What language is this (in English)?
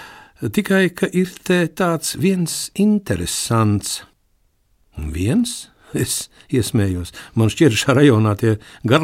Latvian